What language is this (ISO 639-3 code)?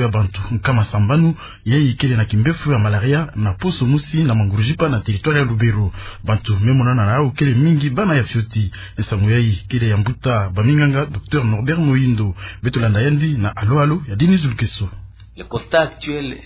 ktu